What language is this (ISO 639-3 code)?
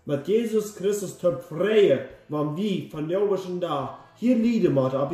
pdt